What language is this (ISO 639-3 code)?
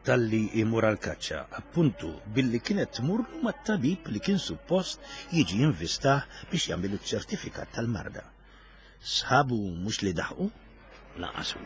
mlt